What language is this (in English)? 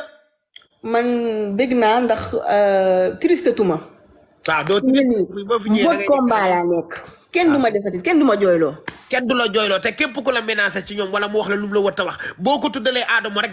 Wolof